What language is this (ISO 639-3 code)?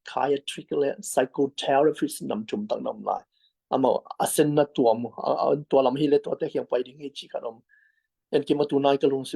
ctd